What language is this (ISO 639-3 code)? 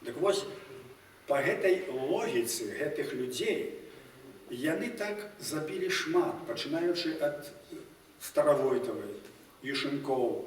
bel